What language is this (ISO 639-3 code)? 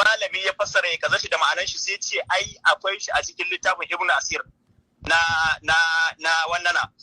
hau